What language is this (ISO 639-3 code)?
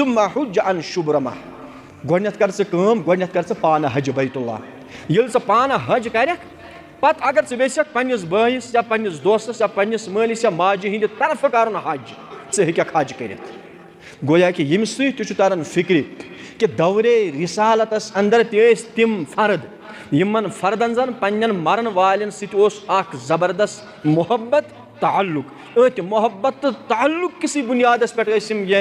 kas